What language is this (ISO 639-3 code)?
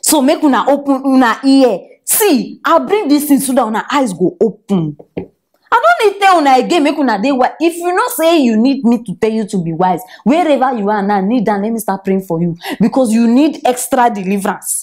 pcm